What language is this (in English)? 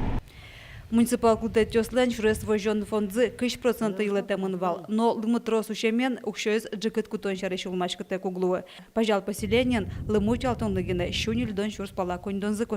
Udmurt